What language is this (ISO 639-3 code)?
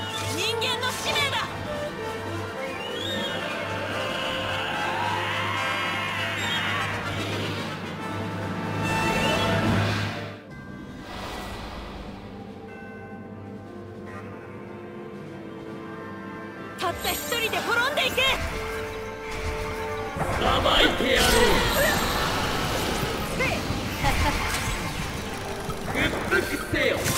jpn